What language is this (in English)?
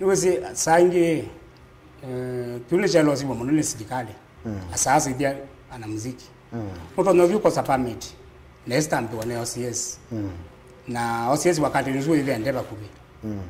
Kamba